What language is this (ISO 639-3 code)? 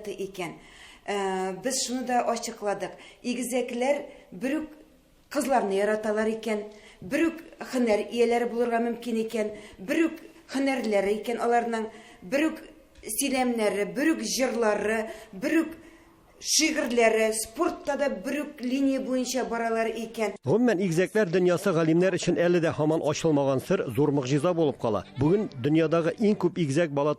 tat